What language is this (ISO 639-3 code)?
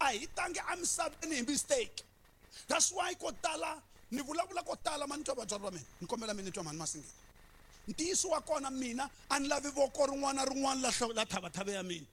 tso